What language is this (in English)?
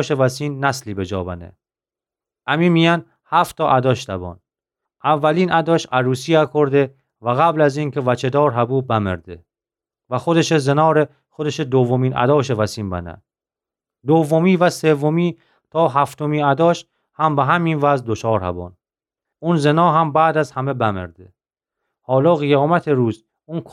Gilaki